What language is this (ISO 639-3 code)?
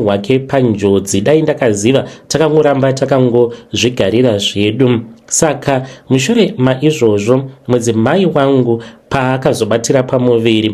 sna